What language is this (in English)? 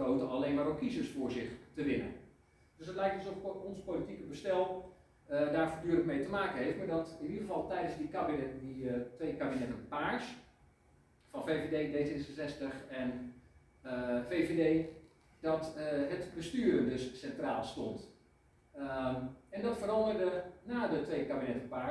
Dutch